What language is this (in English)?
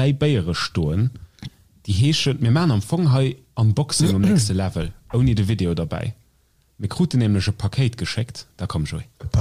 Luxembourgish